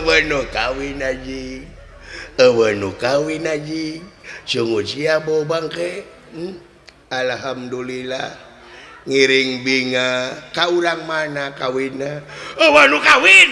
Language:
Sundanese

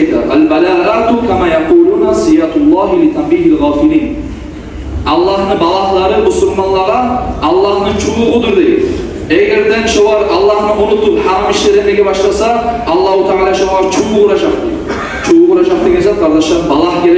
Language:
Kumyk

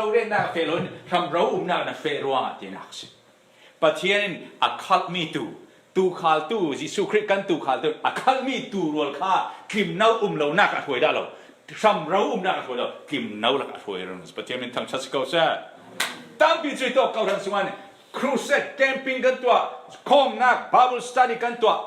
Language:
Falam Chin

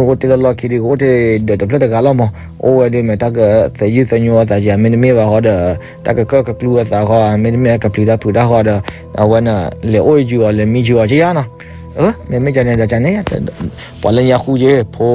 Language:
S'gaw Karen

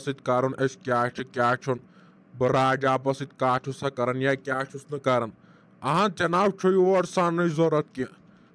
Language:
Kashmiri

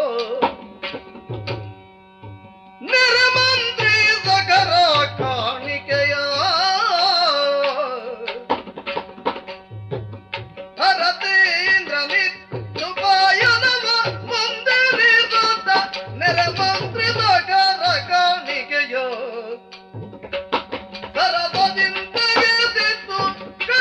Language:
Kannada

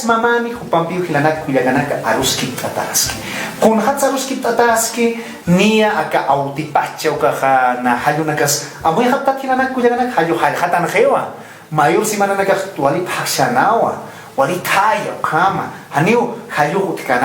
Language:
Aymara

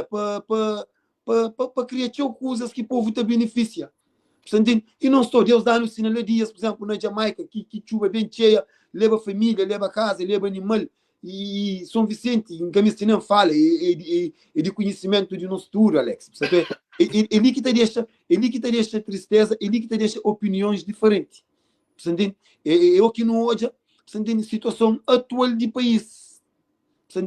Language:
Kabuverdianu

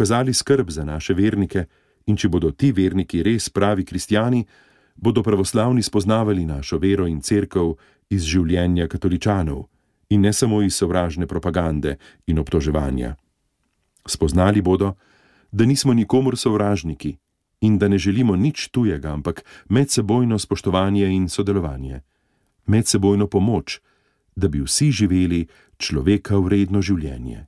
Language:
Slovenian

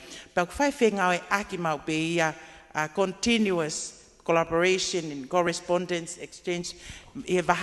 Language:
Tongan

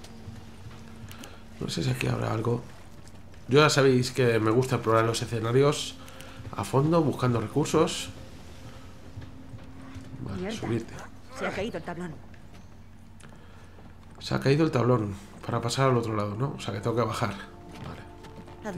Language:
Spanish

